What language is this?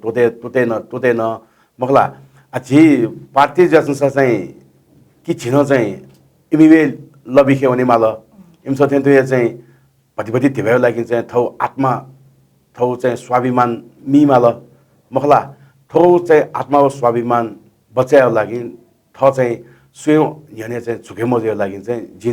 Newari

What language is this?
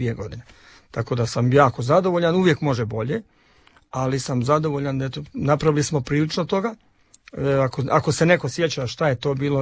Croatian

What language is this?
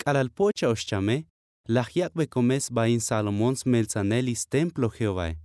Tzotzil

